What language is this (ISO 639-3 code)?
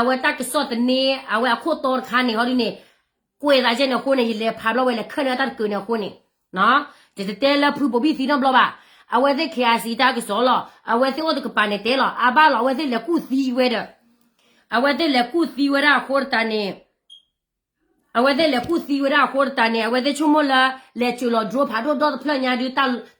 ksw